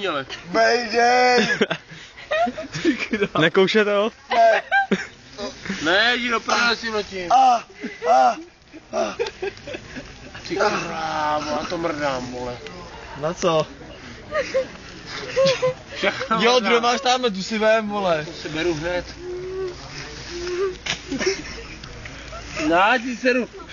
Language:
Czech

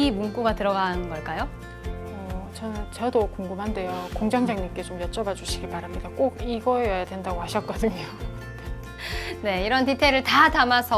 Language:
Korean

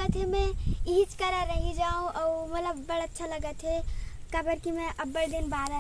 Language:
Chhattisgarhi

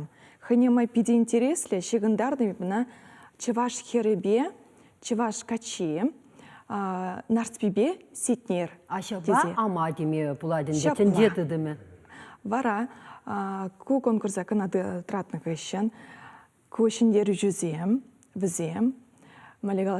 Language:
Chuvash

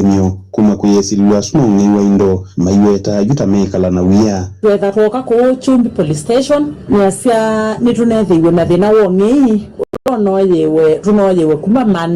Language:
Kamba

